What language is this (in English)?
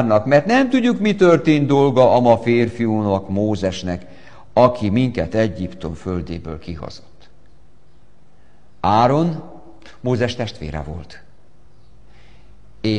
Hungarian